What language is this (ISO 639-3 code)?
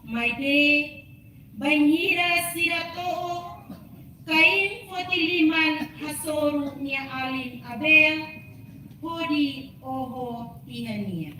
tet